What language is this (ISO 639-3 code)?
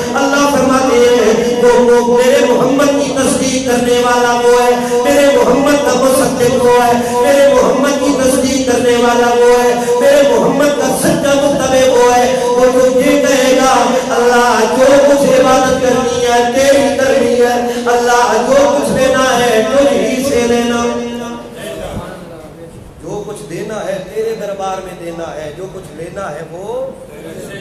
urd